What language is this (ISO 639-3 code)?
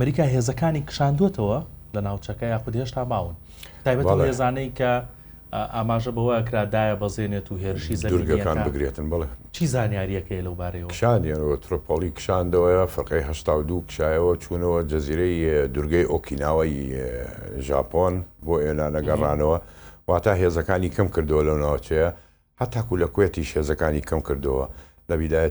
ckb